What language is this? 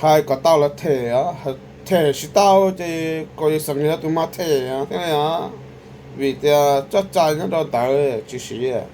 Hmong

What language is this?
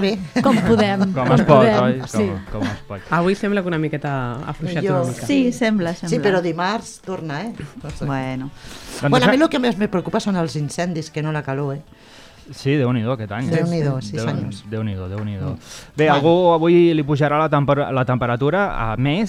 Catalan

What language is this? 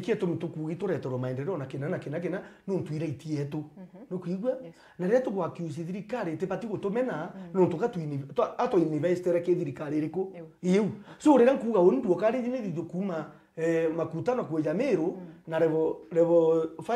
Meru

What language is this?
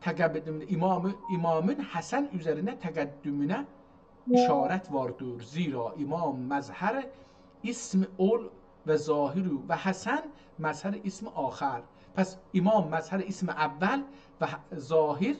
South Azerbaijani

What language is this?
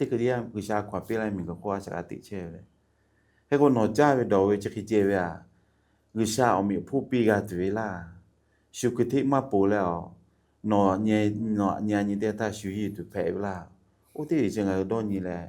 Lahu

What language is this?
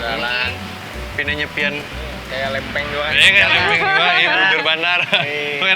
Banjar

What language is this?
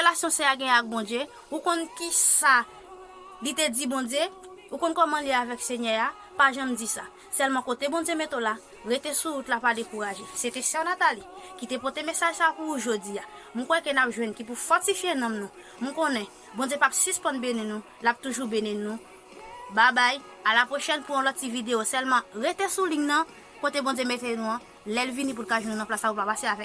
Haitian Creole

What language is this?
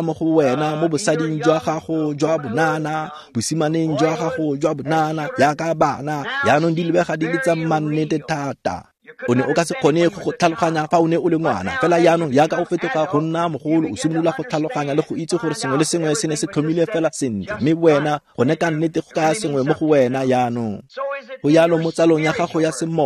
Tswana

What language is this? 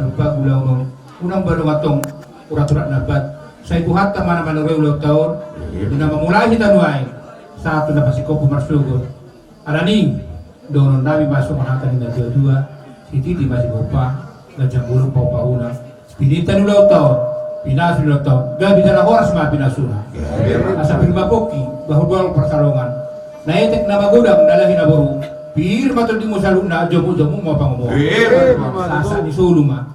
Batak Toba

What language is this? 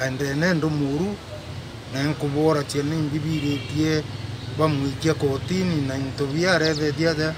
Meru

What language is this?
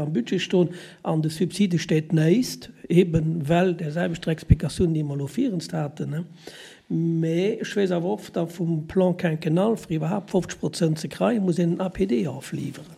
Luxembourgish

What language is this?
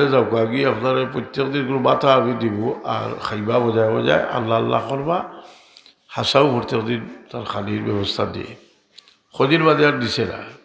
Sylheti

